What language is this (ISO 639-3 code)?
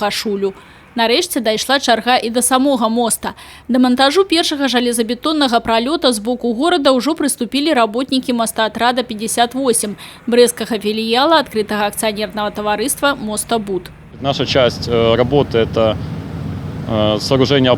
bel